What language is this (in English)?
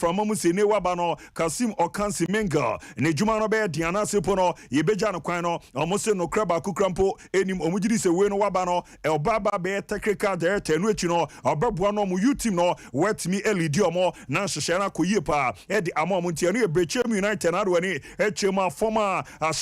Akan